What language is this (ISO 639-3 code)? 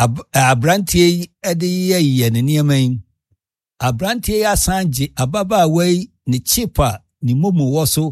aka